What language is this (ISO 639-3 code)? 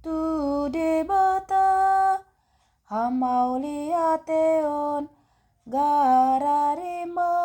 bbc